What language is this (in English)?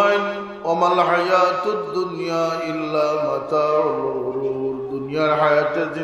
Sylheti